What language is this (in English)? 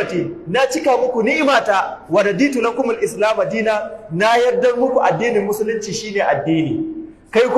Hausa